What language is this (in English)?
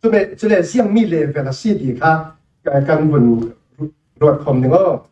Falam Chin